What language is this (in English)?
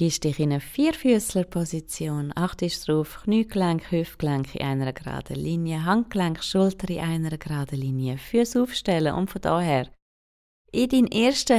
Swiss German